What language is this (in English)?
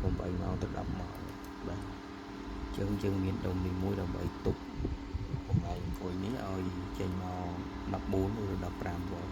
Khmer